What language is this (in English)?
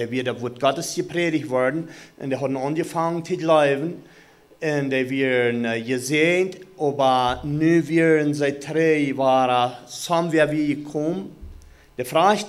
Plautdietsch